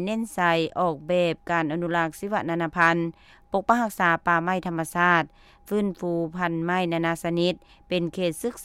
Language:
Lao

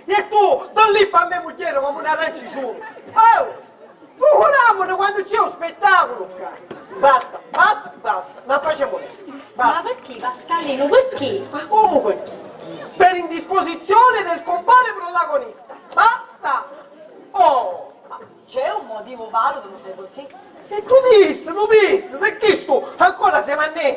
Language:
Sicilian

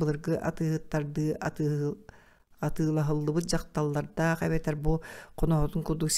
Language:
Yakut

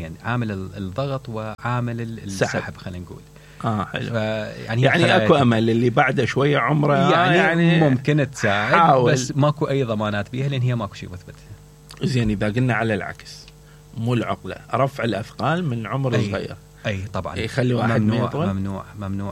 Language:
Mesopotamian Arabic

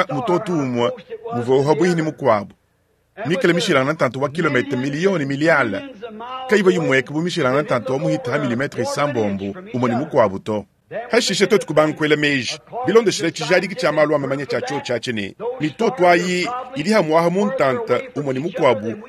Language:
Luba-Lulua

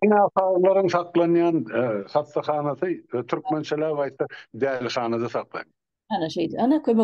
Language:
Turkmen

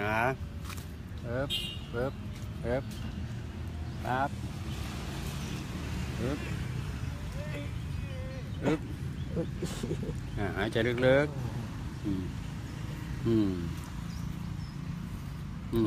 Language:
Thai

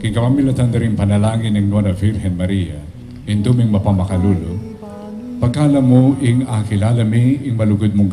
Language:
Pampanga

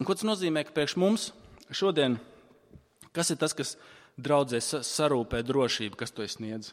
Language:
Latvian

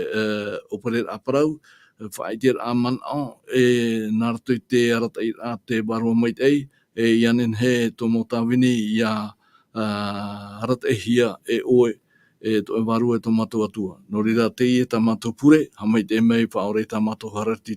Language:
Tahitian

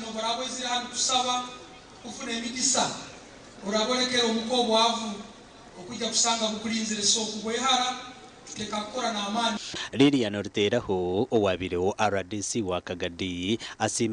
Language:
Nyankole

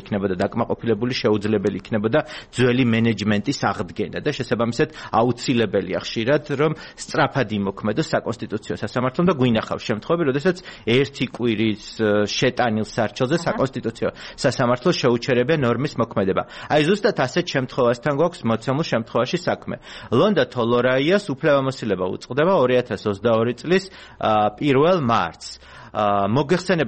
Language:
Georgian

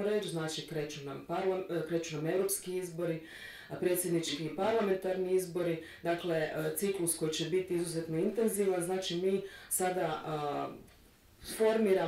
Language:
Croatian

